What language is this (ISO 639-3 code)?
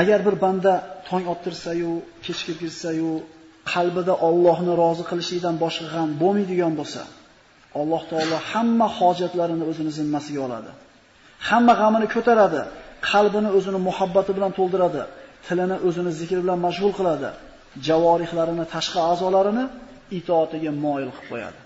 uzb